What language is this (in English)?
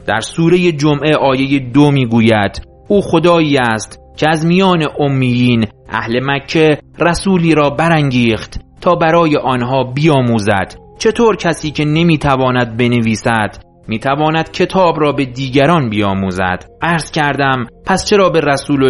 Persian